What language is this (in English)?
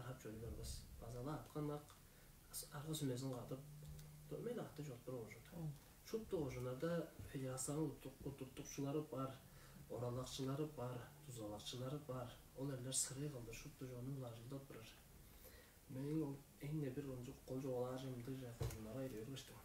Tuvinian